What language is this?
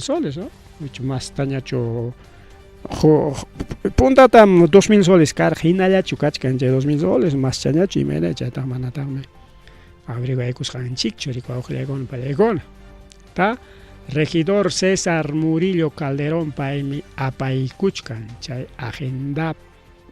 Ayacucho Quechua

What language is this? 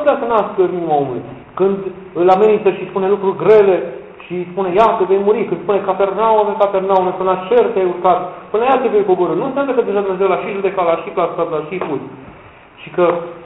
Romanian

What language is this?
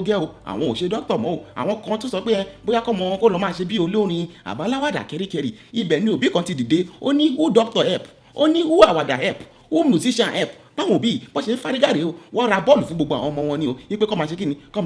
Yoruba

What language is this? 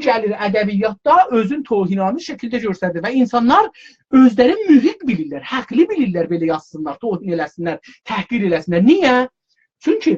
South Azerbaijani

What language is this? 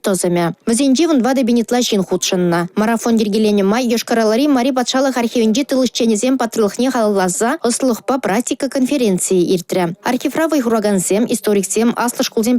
Chuvash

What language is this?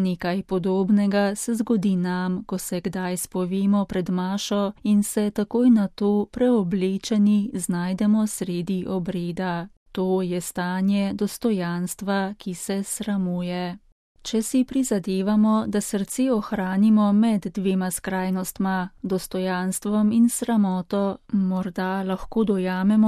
Slovenian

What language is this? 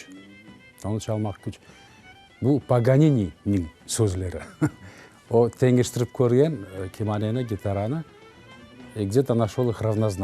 Crimean Tatar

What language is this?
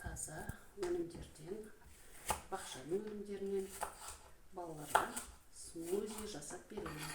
Kazakh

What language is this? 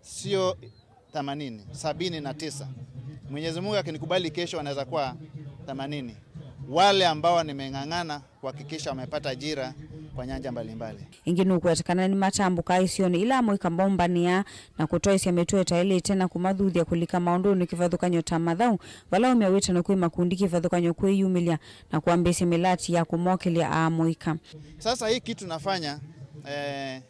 Kamba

